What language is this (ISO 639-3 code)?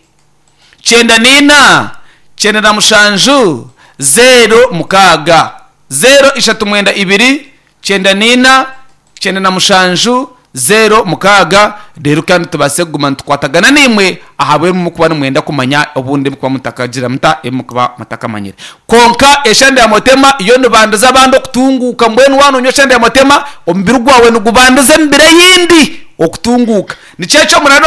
nyn